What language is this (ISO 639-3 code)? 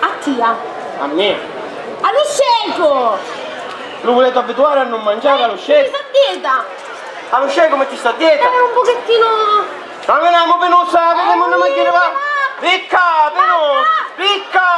scn